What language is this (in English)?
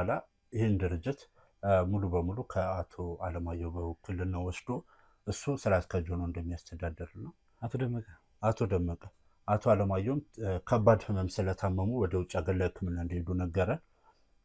Amharic